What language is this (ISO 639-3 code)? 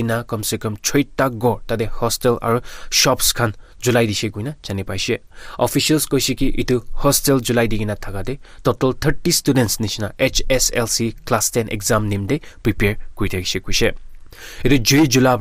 nag